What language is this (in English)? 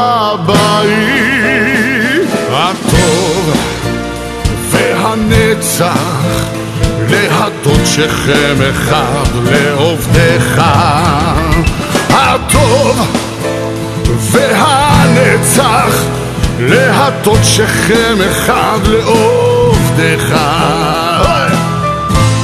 Hebrew